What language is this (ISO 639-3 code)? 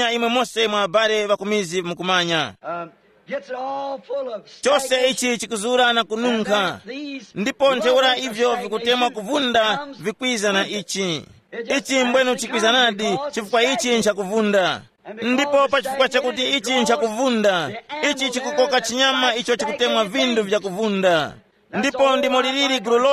tum